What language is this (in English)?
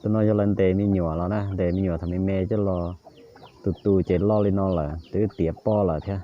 Hmong